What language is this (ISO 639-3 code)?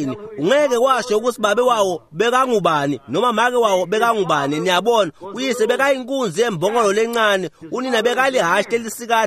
ssw